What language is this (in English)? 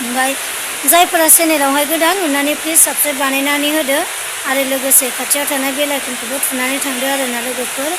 Bodo